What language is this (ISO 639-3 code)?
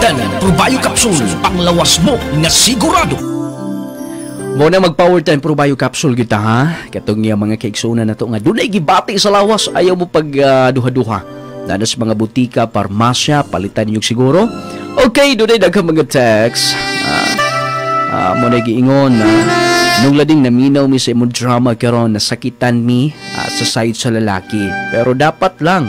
ceb